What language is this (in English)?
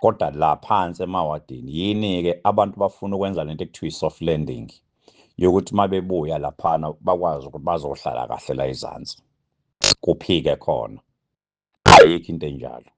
Zulu